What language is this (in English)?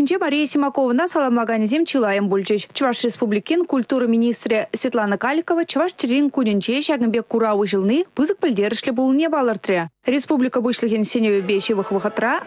Chuvash